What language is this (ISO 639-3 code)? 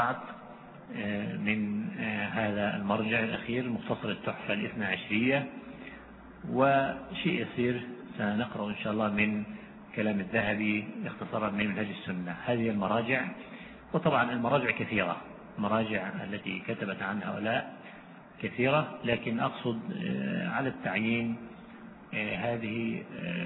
ara